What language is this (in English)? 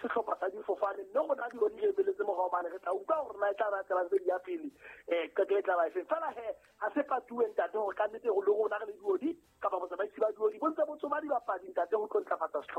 Southern Sotho